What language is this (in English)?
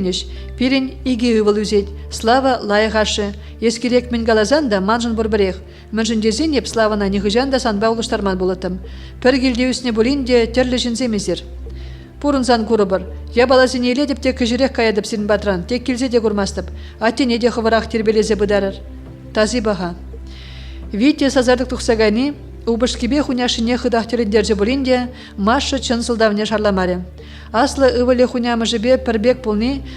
Chuvash